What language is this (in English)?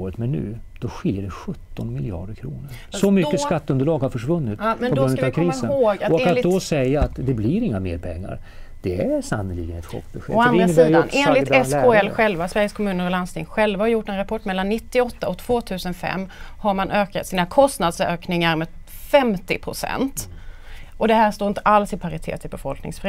Swedish